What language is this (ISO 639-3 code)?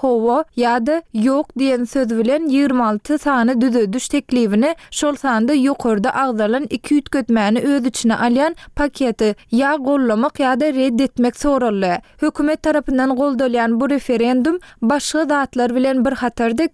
tuk